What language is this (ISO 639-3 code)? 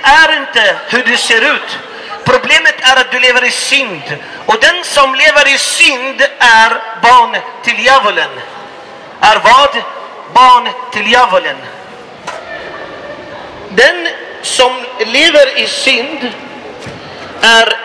swe